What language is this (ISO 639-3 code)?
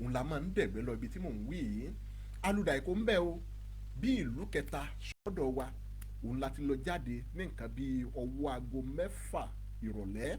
yor